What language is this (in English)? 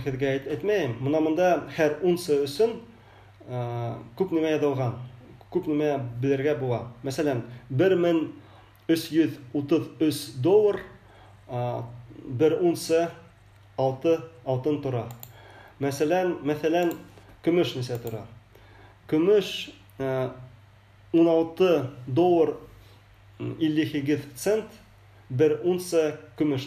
Bashkir